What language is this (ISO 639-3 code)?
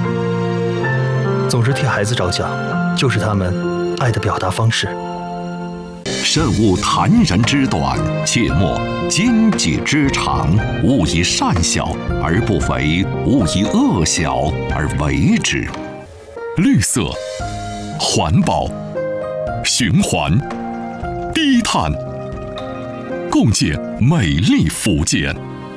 zho